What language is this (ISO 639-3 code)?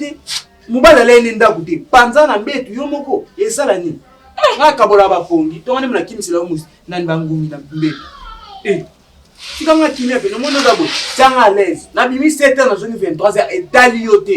lin